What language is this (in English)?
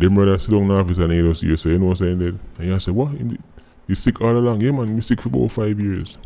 Jamaican Creole English